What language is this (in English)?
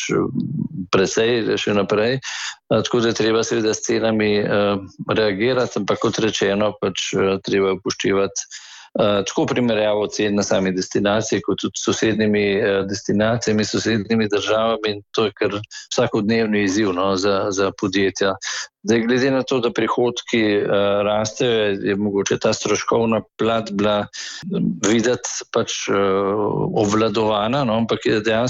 Slovenian